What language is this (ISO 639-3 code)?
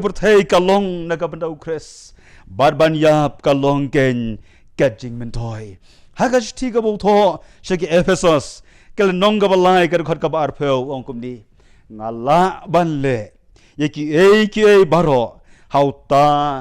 kha